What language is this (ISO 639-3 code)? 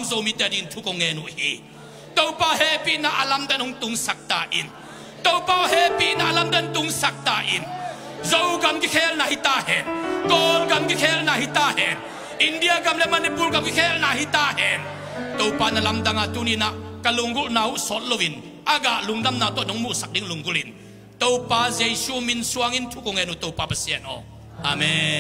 ctd